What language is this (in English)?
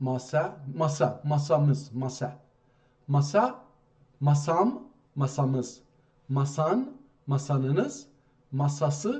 South Azerbaijani